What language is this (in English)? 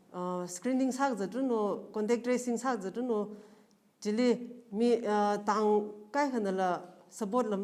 Tangkhul Naga (India)